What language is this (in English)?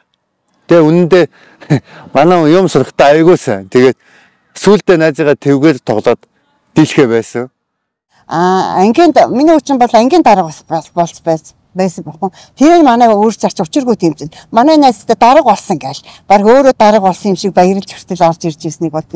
Mongolian